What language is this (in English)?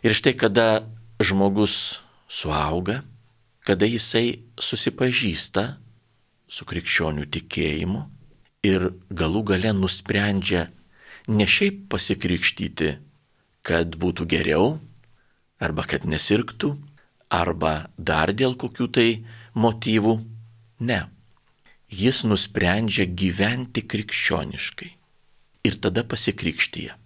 Lithuanian